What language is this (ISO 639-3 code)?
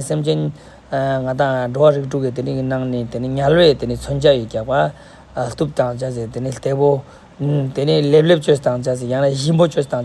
lbj